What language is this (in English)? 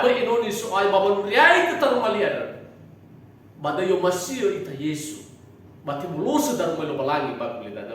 Nias